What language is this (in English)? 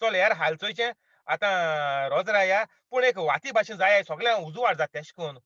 Konkani